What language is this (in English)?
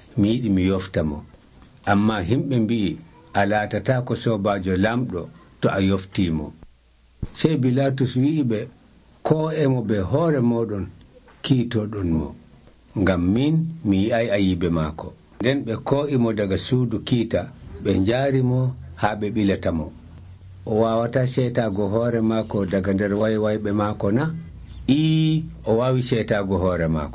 Nigerian Fulfulde